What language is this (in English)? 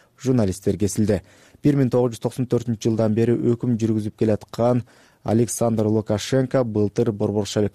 Kyrgyz